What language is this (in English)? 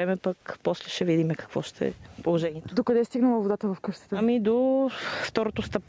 Bulgarian